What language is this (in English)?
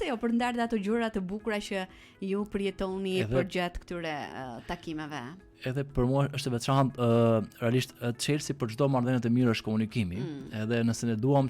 Albanian